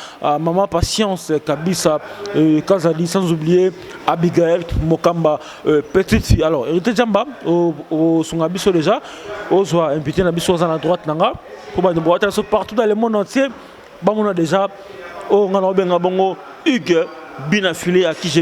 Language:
Lingala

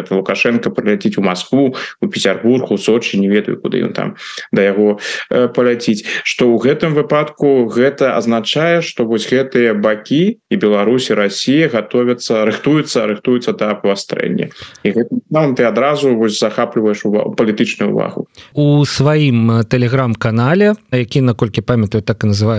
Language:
Belarusian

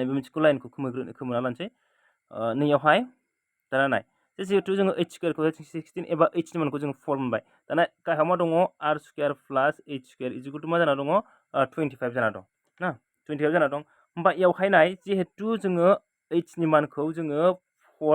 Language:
Bodo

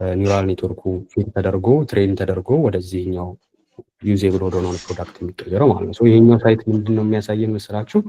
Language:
Amharic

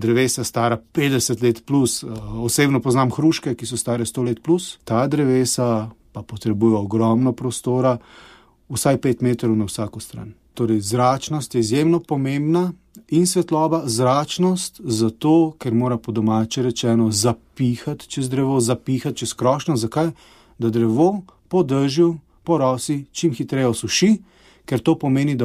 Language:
Slovenian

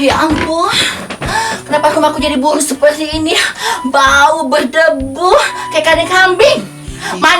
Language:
Musi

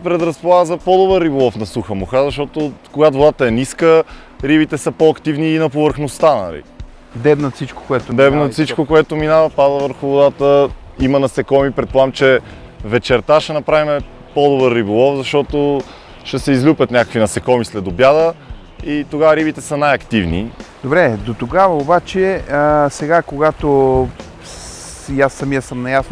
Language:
Bulgarian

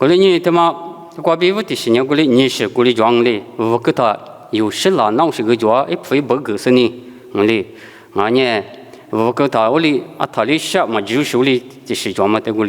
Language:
Lisu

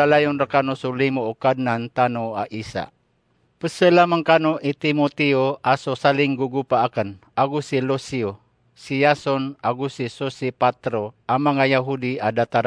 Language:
Maranao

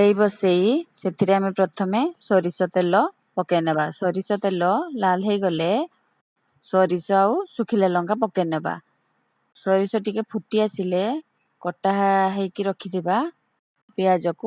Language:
Odia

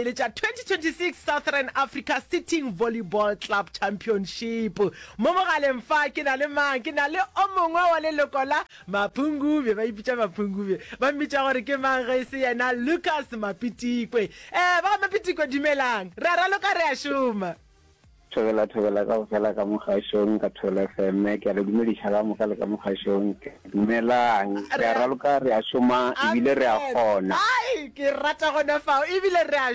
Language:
Northern Sotho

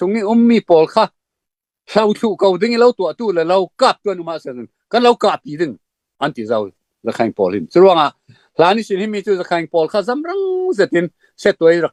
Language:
Falam Chin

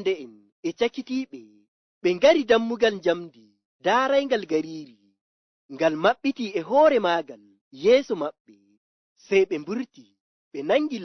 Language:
Fula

